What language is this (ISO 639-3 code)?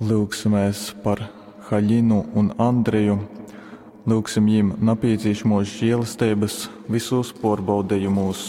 ltg